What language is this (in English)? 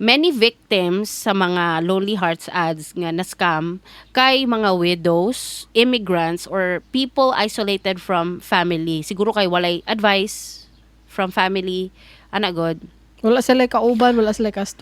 Cebuano